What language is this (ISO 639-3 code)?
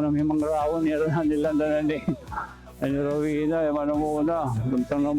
war